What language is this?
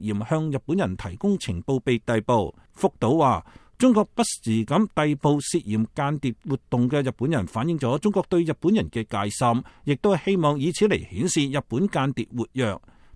Cantonese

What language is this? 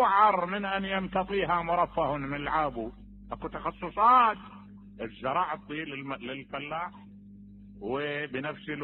Mesopotamian Arabic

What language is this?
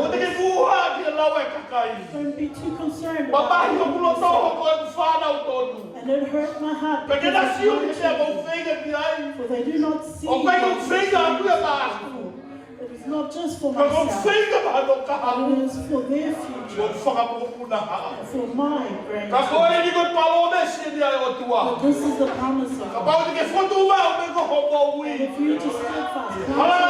Tongan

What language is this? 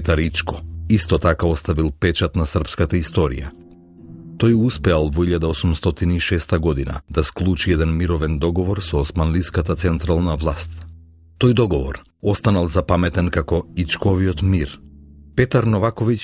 Macedonian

